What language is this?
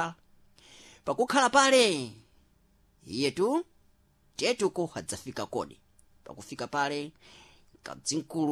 Sena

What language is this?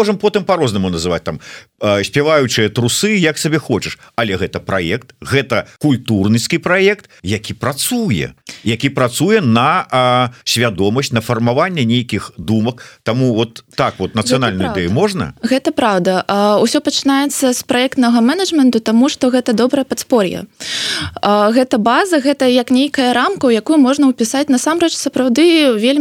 Belarusian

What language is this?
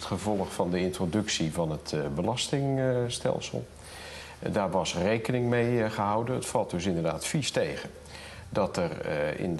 Dutch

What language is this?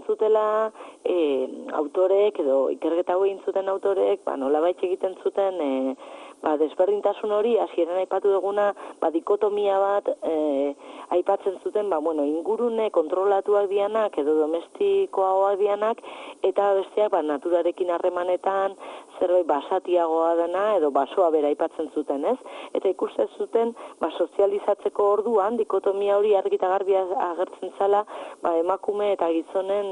Basque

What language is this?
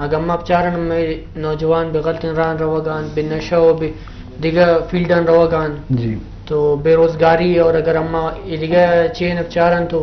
Eastern Balochi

